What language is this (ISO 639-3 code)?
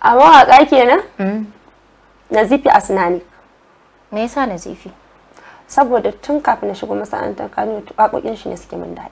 hau